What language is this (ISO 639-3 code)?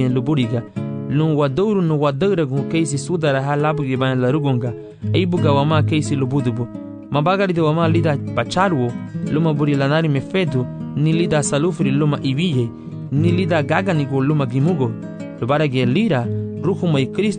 cab